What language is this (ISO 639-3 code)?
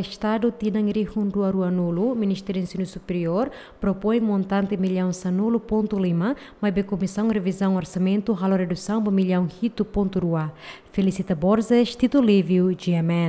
tet